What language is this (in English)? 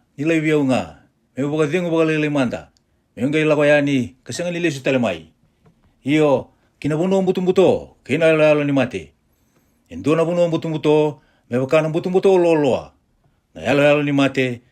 Fijian